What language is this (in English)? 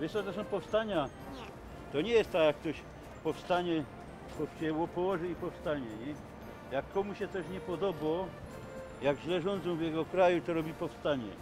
Silesian